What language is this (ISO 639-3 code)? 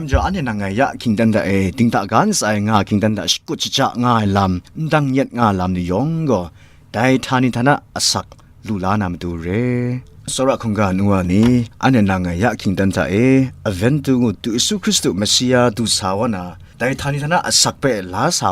kac